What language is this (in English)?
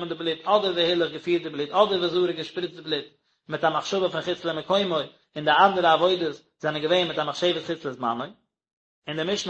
Yiddish